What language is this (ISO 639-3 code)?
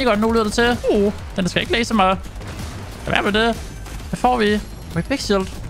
dan